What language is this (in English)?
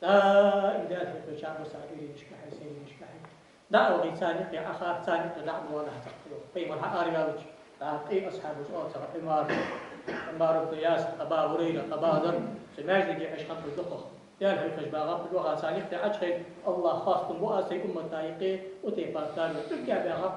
Ingush